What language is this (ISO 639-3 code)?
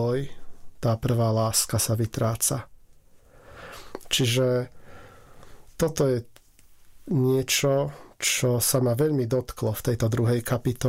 slk